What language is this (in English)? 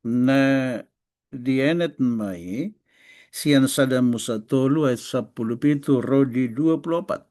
Batak Toba